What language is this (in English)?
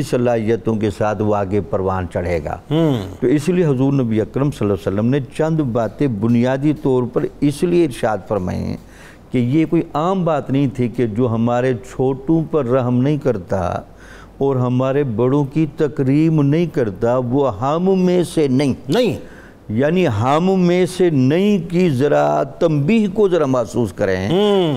Urdu